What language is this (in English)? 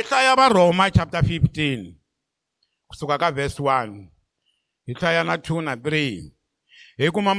Tsonga